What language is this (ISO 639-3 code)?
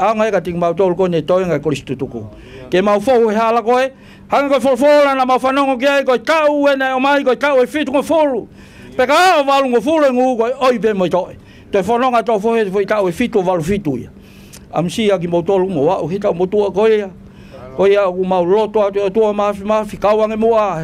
ton